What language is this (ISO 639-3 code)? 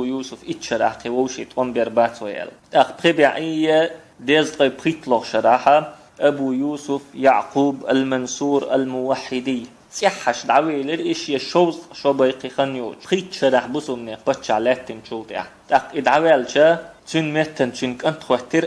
che